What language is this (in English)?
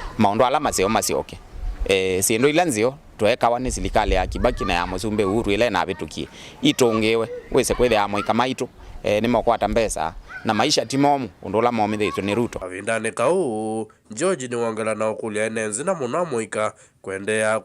Kamba